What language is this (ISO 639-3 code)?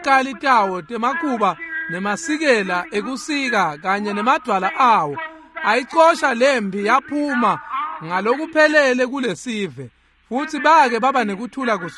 ssw